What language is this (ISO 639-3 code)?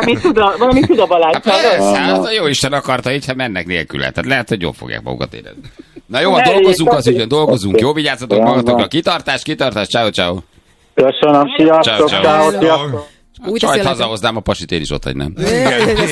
hun